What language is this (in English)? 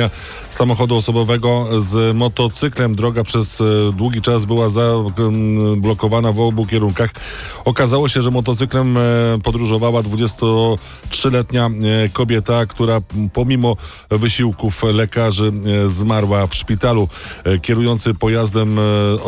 Polish